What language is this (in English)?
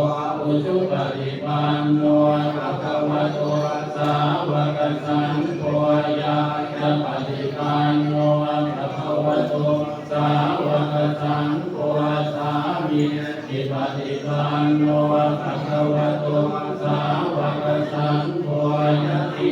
Pali